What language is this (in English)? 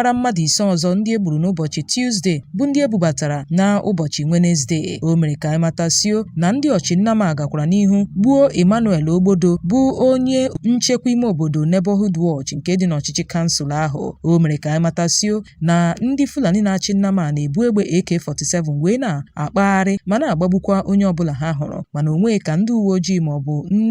Igbo